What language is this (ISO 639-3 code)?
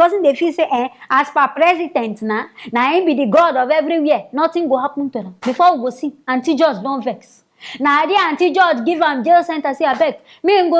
pcm